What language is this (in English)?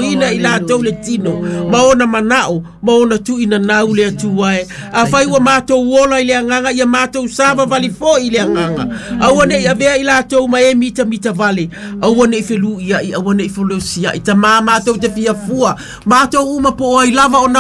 Samoan